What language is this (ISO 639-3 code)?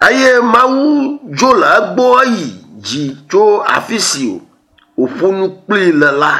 ewe